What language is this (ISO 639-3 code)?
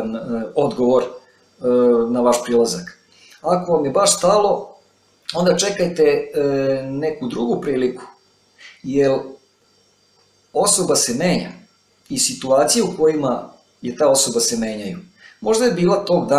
srp